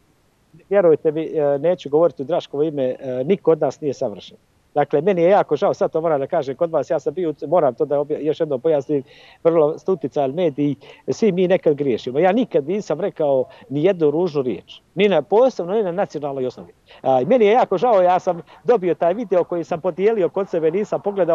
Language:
Bosnian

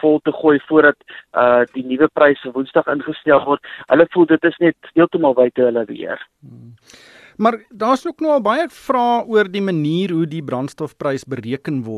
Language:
Afrikaans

